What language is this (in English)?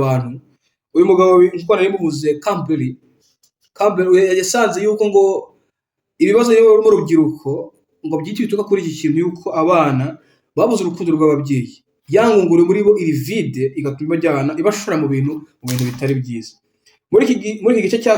Kinyarwanda